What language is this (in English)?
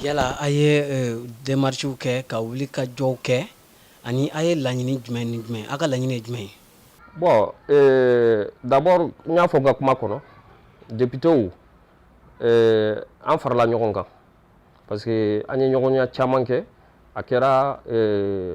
Bambara